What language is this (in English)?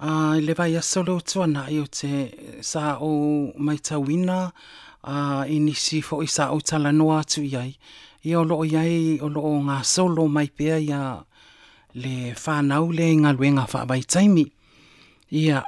Samoan